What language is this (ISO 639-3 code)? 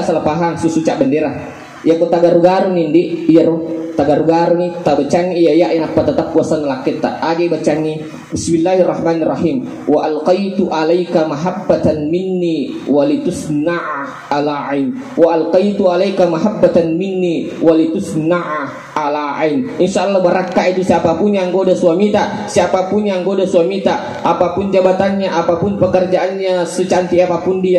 bug